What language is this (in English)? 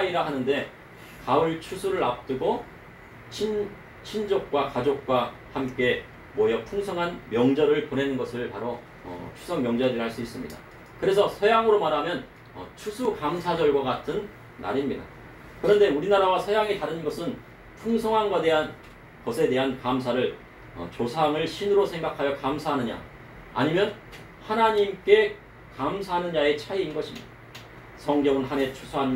Korean